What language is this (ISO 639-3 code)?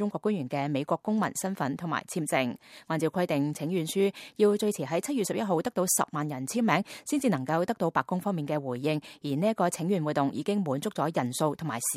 yue